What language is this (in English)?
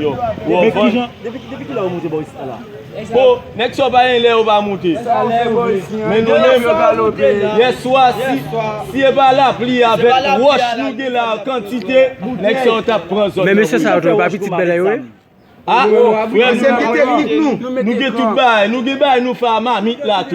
Haitian Creole